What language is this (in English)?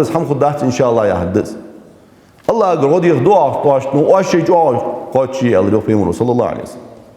Ingush